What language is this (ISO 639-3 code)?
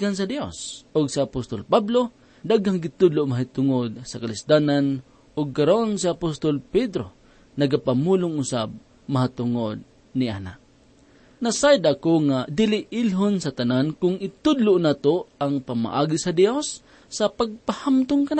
ceb